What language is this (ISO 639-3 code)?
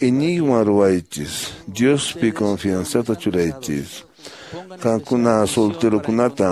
que